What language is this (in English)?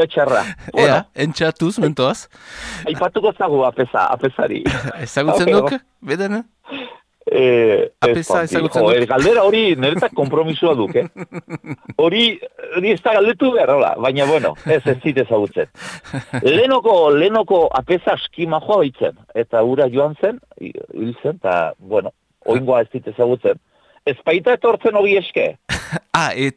Basque